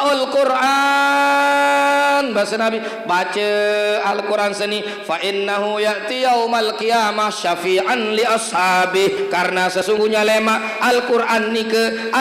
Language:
Sasak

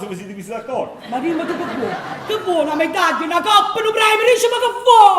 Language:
Neapolitan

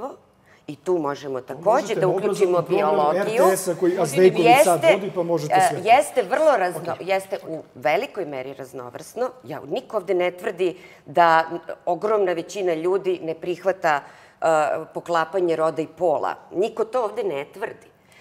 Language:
Serbian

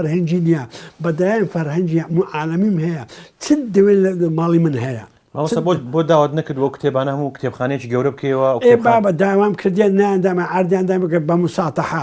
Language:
Central Kurdish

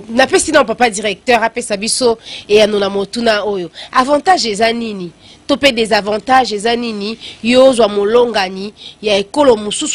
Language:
Lingala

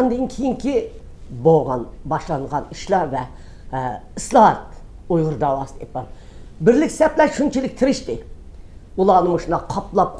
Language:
Uyghur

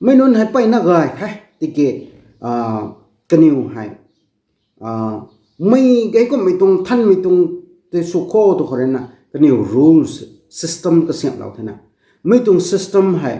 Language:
Rongmei Naga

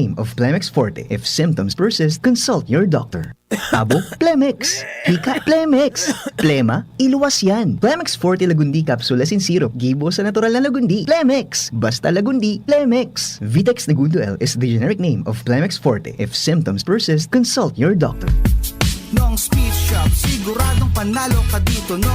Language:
Bikol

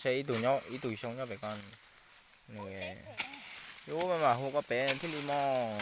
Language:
Hmong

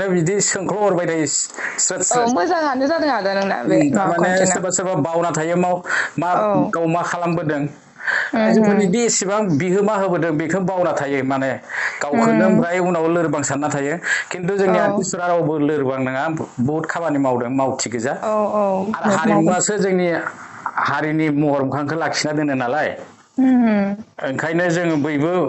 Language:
Bodo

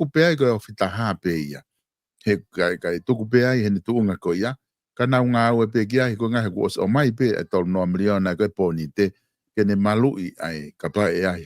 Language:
Tongan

